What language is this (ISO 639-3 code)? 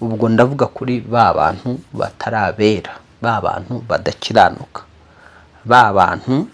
kin